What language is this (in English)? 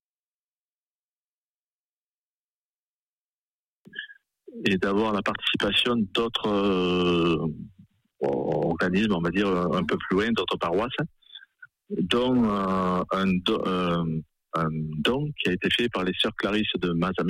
French